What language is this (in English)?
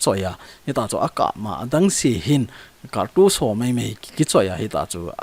Thado Chin